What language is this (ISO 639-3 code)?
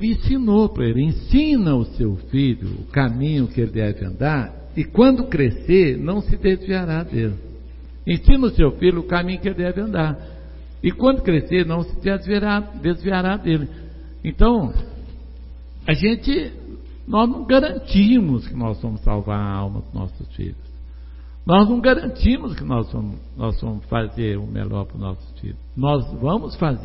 por